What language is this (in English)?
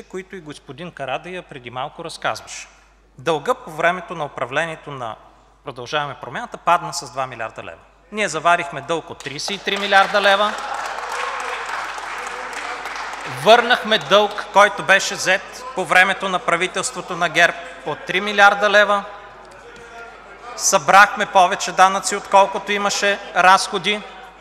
Bulgarian